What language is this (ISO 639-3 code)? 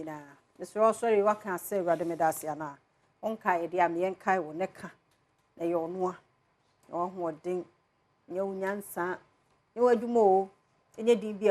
aka